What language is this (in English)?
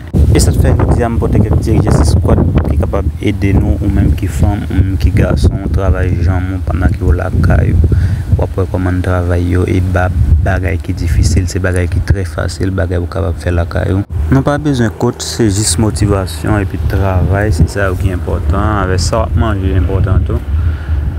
Haitian Creole